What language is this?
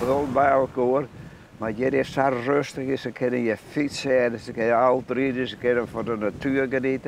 Western Frisian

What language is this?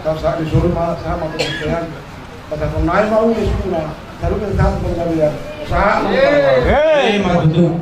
Batak Toba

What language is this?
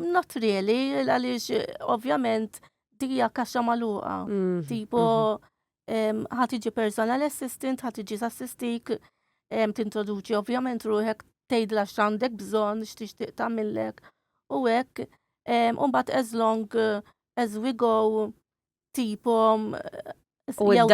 Maltese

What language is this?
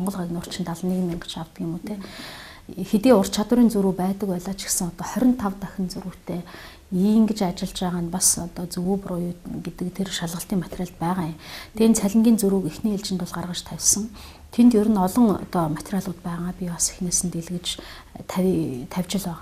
Mongolian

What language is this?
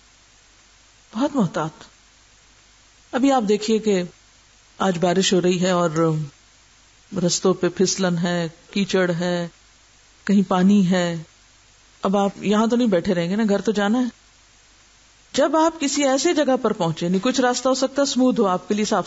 Urdu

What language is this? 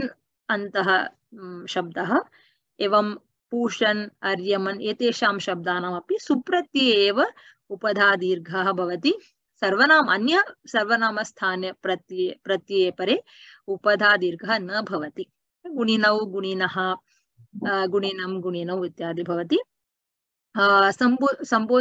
Sanskrit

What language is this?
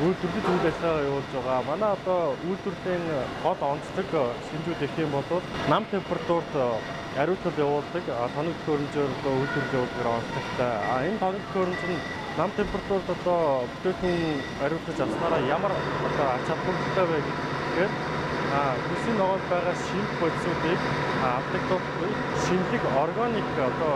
Mongolian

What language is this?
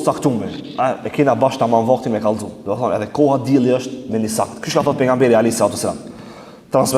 Albanian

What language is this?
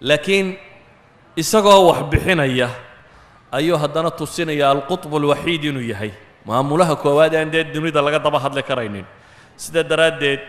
Somali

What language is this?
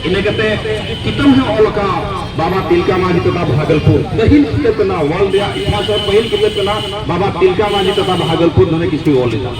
Santali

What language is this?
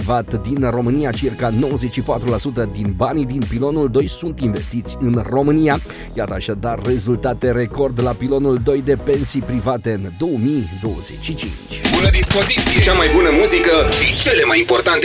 Romanian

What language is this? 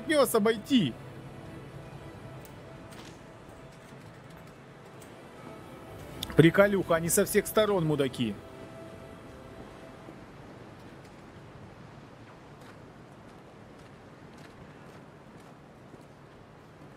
Russian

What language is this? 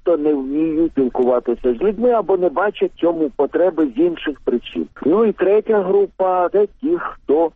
Ukrainian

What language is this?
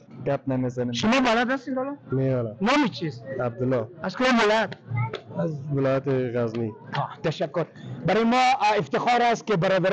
Persian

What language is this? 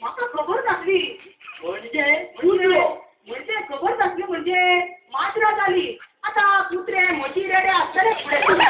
Konkani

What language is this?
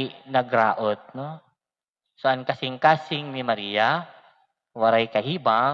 Waray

